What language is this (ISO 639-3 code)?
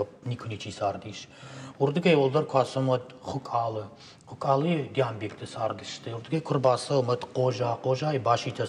oss